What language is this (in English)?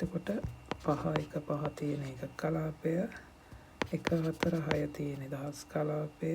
Sinhala